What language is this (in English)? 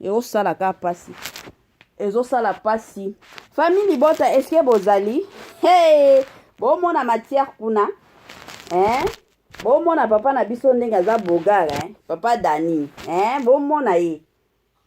Lingala